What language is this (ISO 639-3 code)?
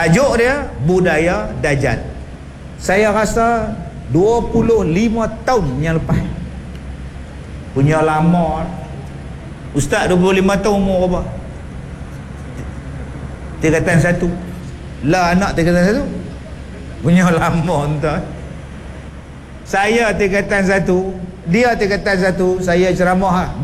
msa